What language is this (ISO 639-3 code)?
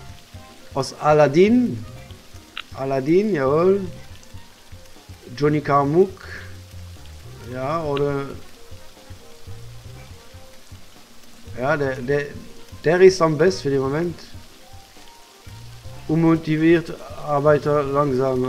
deu